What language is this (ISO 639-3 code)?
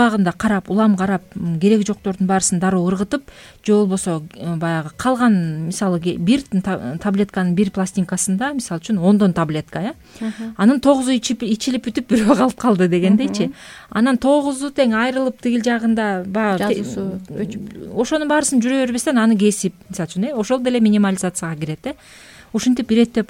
kir